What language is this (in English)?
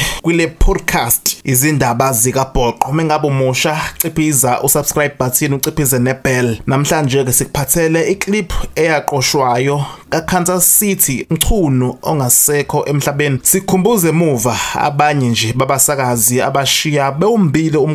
Zulu